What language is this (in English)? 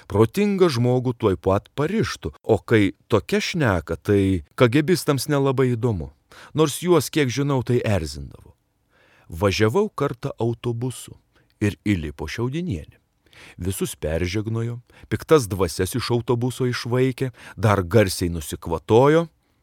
Lithuanian